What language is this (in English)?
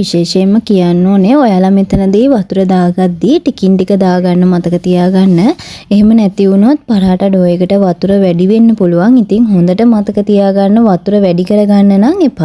Sinhala